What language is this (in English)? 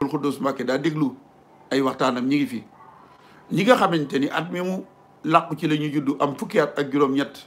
Wolof